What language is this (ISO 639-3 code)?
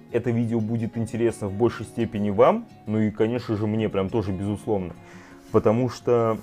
rus